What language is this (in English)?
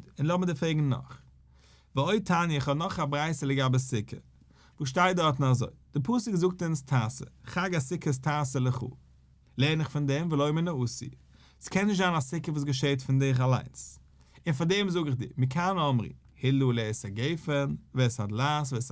Yiddish